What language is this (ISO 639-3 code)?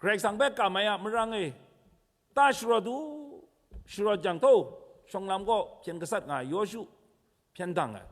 kac